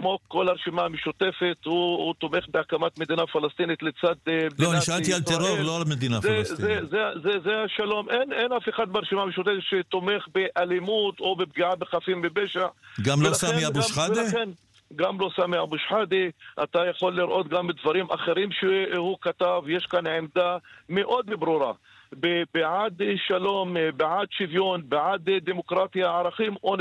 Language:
Hebrew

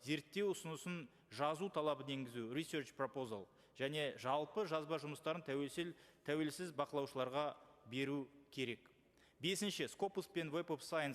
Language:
Kazakh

